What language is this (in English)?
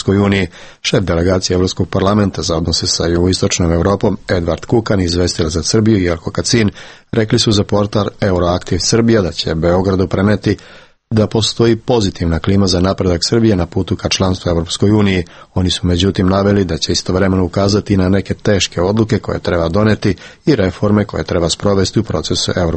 Serbian